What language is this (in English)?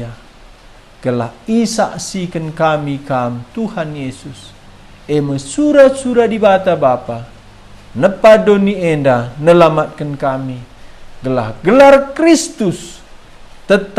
Batak Karo